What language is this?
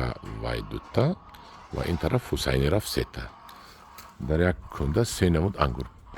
Tajik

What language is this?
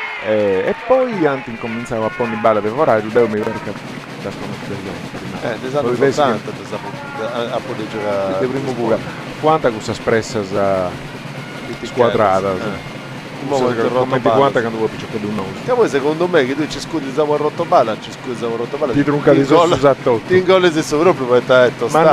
Sardinian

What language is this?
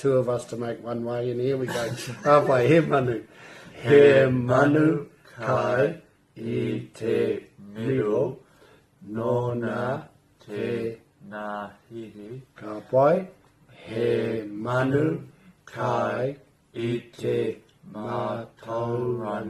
Māori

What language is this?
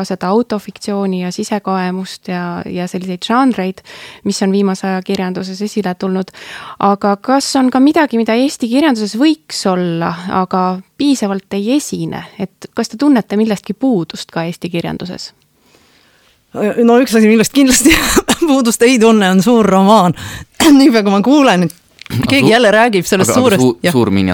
Estonian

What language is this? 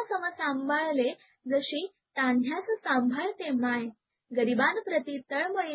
Marathi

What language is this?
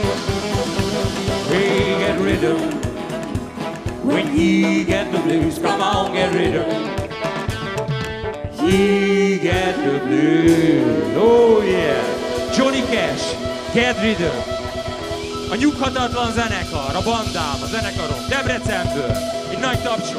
Hungarian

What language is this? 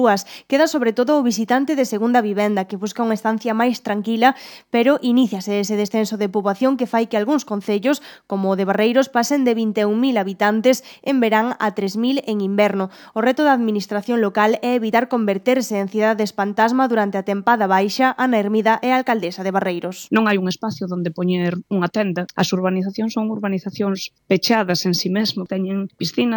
Galician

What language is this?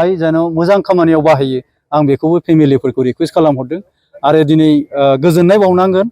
Bodo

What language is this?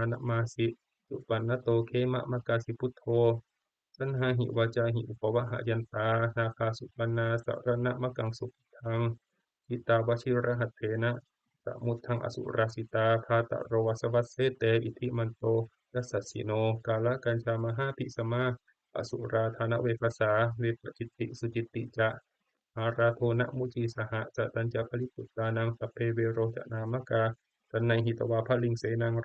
Pali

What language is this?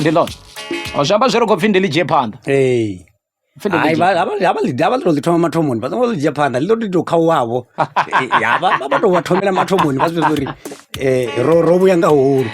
Venda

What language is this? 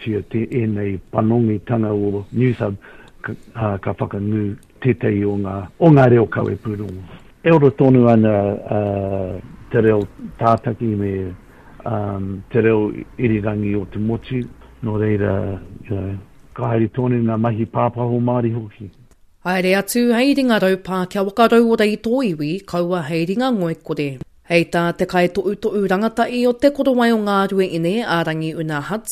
Māori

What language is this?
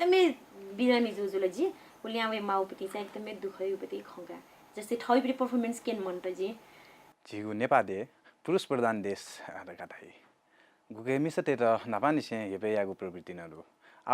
Newari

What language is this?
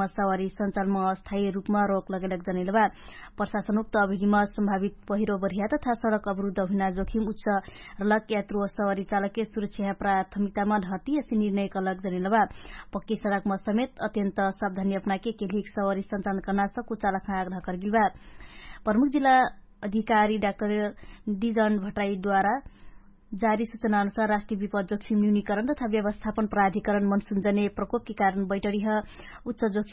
Dangaura Tharu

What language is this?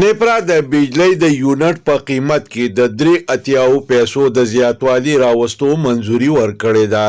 Pashto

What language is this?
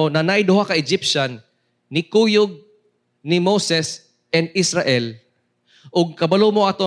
Cebuano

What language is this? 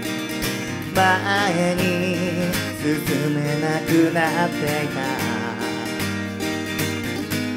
Japanese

